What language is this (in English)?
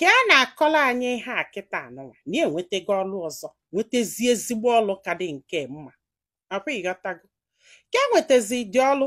Igbo